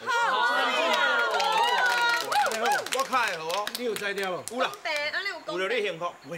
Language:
Min Nan Chinese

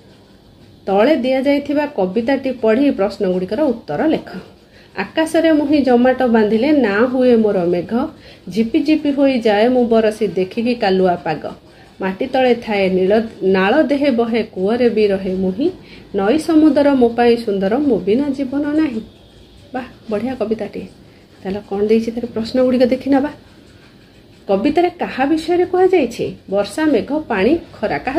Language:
Odia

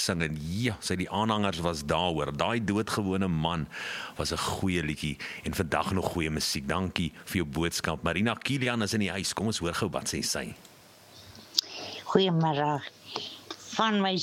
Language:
Afrikaans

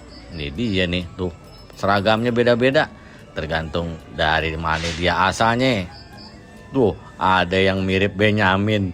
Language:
Betawi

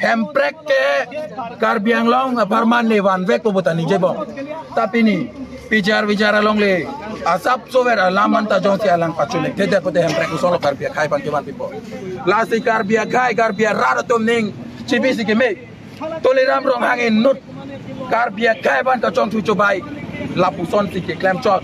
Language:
Karbi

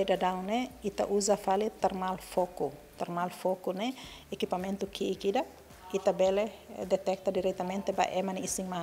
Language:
Tetum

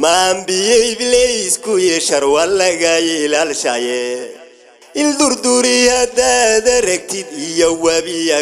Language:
Somali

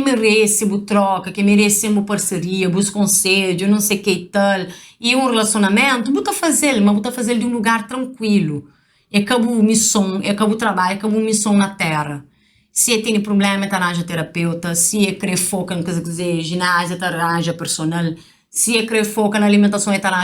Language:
Kabuverdianu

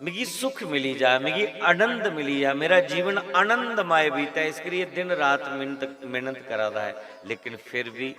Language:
Dogri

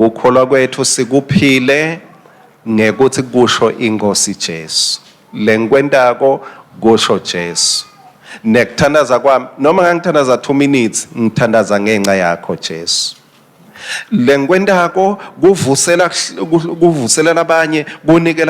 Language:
Swati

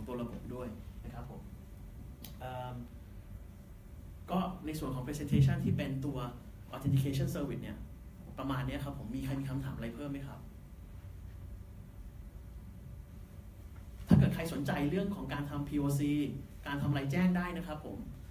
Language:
Thai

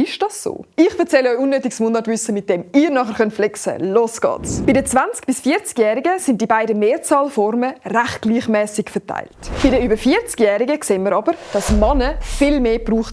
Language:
Swiss German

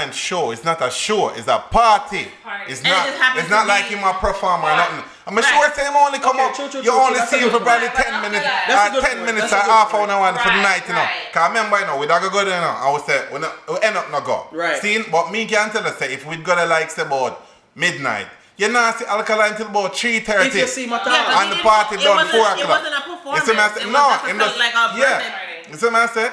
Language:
Jamaican Creole English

